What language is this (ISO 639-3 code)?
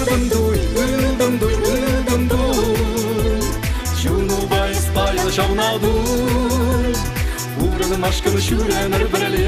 chv